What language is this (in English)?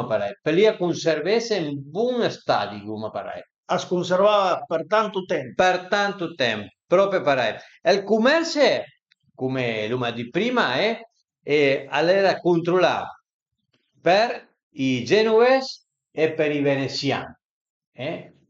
Piedmontese